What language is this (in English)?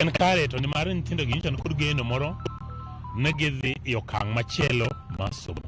Luo (Kenya and Tanzania)